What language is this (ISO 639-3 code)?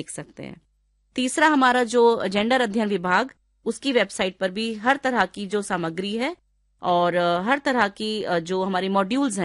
hin